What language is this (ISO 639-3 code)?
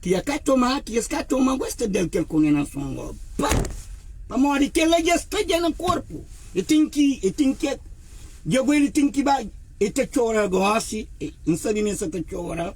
kea